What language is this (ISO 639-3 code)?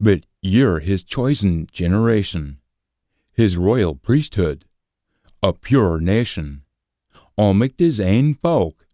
sco